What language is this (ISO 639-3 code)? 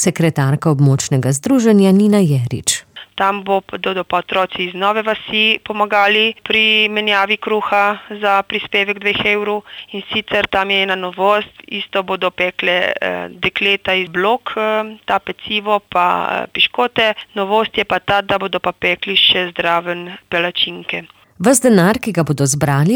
slv